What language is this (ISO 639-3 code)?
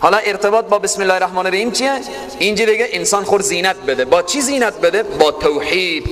fas